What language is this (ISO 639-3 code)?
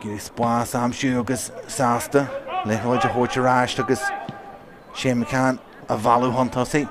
gle